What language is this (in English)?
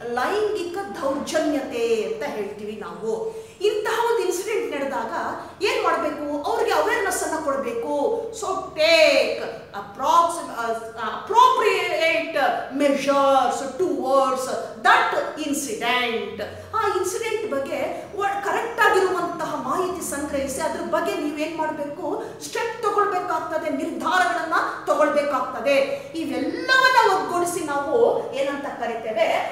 Kannada